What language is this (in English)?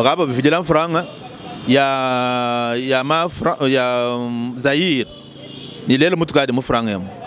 Luba-Lulua